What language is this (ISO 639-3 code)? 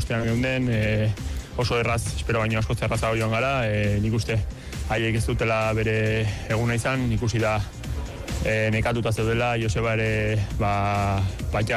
eus